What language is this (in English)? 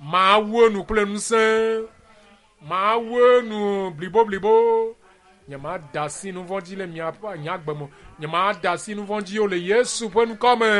Ewe